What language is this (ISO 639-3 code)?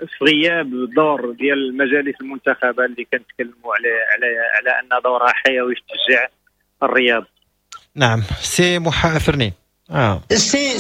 ary